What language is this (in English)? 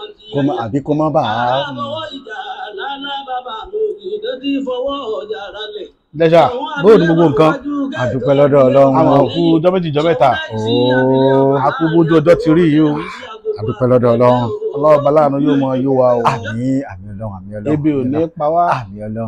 Yoruba